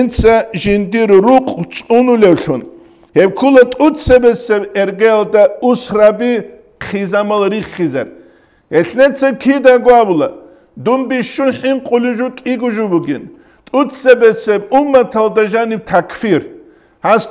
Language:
Avaric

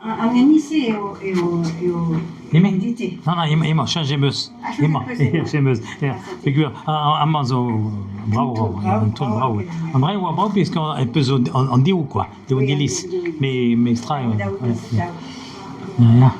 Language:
Breton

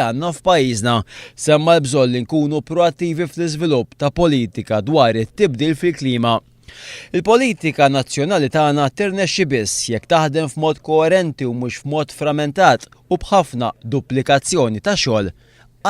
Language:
Maltese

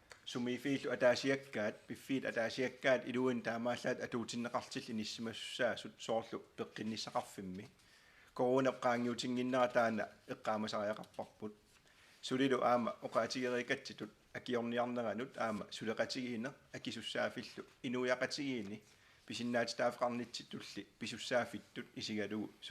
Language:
Kalaallisut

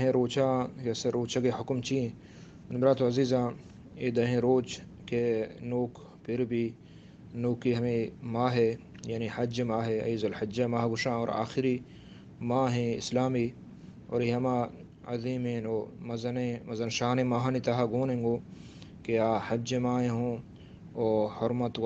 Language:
Baluchi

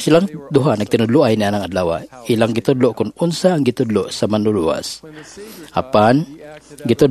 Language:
Cebuano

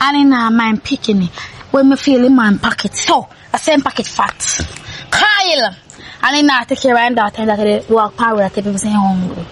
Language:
Jamaican Creole English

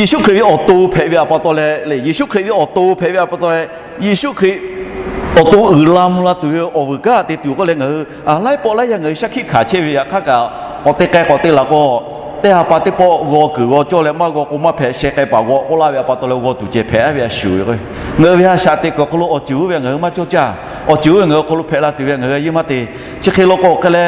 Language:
Lahu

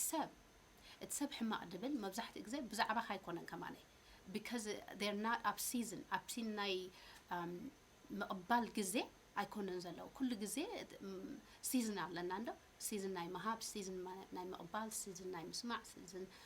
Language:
Tigrinya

